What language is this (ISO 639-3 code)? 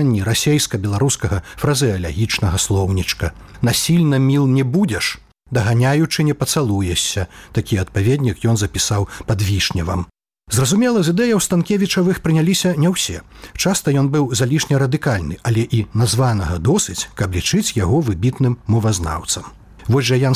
bel